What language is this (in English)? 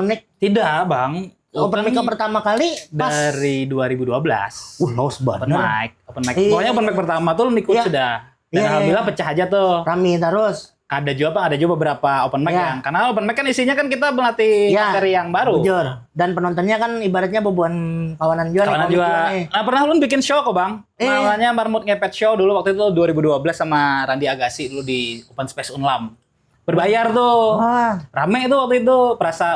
Banjar